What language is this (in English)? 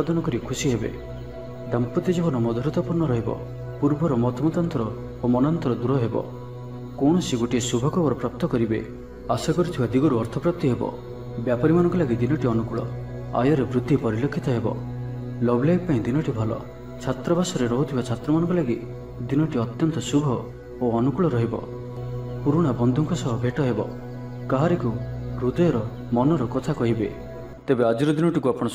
Odia